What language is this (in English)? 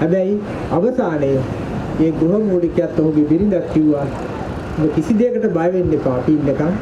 Sinhala